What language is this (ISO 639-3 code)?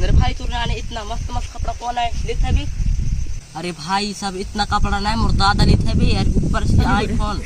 hne